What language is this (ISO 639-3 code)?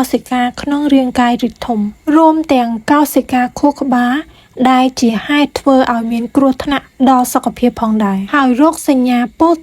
khm